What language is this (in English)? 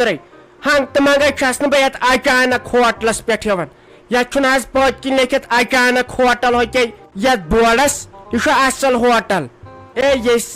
Kashmiri